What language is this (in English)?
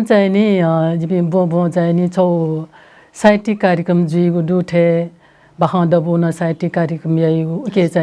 Newari